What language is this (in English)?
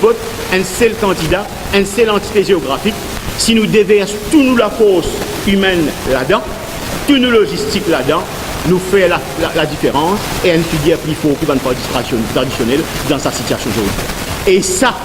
Morisyen